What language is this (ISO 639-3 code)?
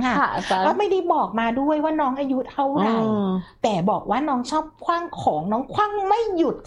tha